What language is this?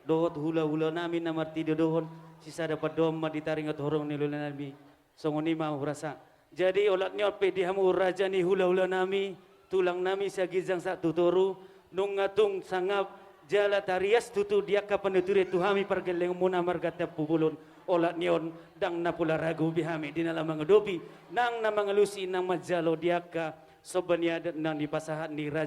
Batak Toba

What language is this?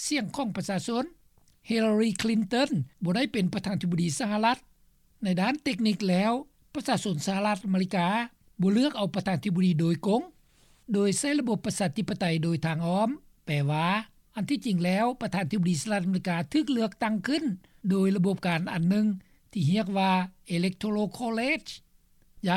Lao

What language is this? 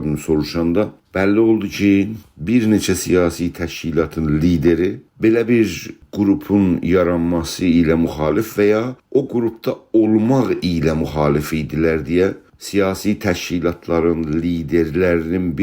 South Azerbaijani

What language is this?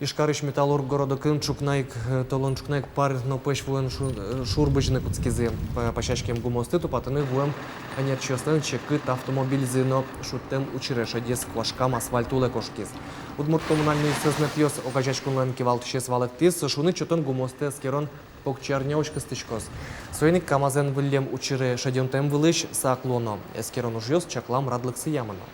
Udmurt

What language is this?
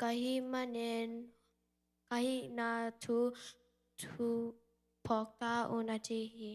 Tedim Chin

